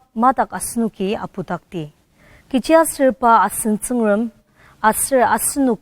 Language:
Ao Naga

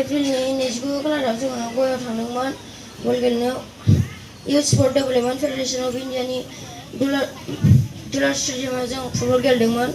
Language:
Bodo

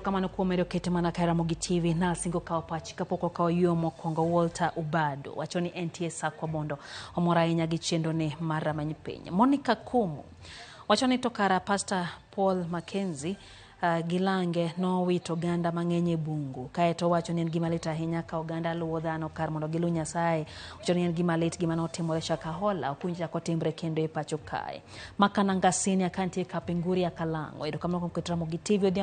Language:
Luo (Kenya and Tanzania)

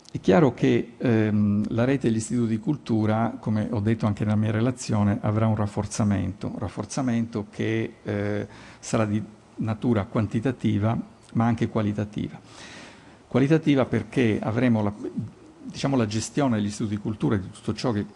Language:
Italian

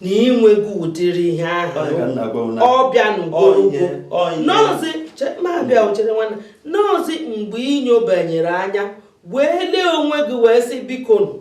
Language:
Igbo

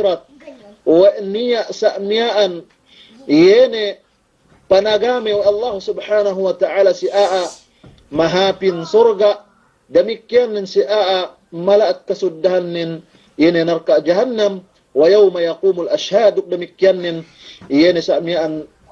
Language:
Yakan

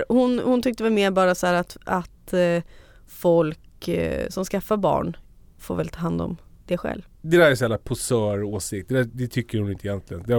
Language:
Swedish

